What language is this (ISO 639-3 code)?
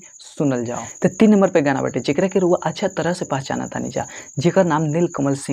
bho